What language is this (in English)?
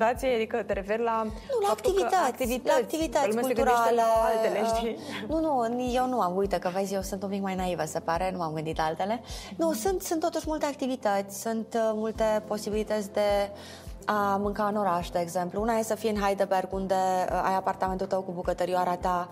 Romanian